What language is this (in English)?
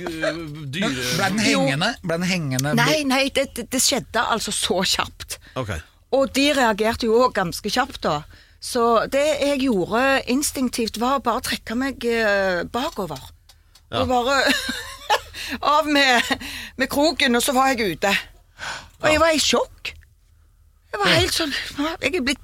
Norwegian